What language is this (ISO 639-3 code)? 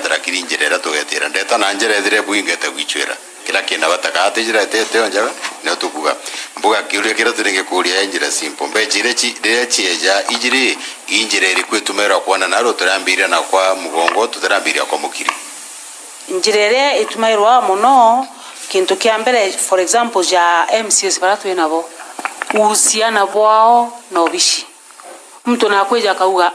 mer